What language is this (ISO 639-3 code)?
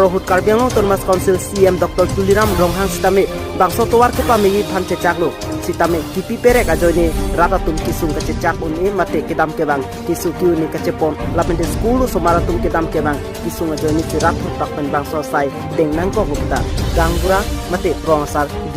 mjw